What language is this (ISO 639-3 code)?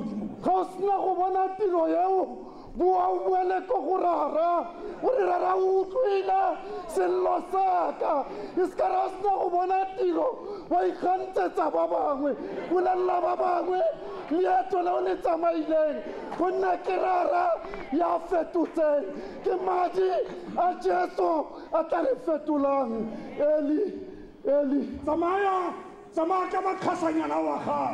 tsn